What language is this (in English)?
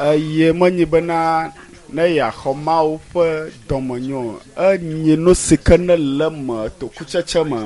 Ewe